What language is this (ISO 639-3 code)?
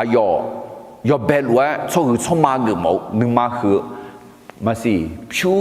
ahk